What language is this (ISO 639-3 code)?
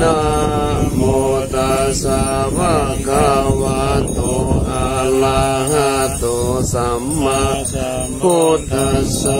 pli